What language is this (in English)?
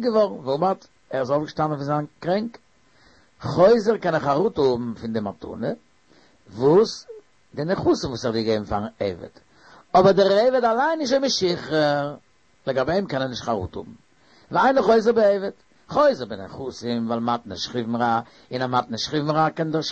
Yiddish